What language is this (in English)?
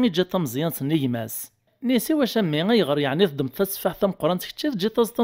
Kabyle